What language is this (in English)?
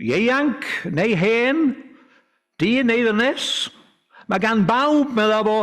Welsh